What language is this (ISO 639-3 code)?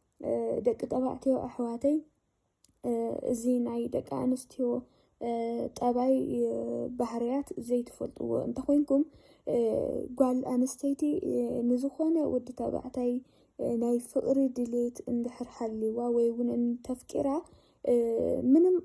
tir